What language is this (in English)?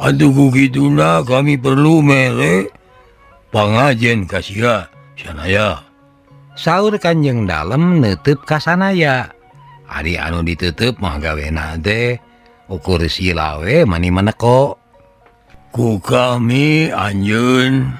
Sundanese